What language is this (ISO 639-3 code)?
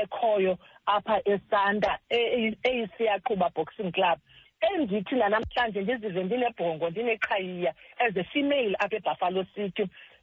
xho